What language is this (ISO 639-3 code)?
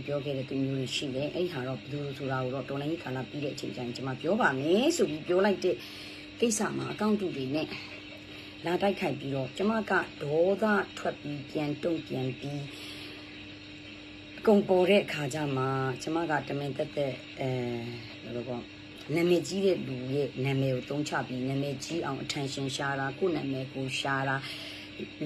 mya